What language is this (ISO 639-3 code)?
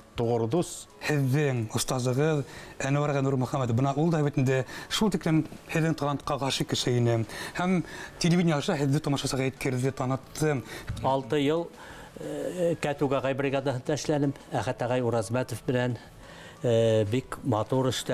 bak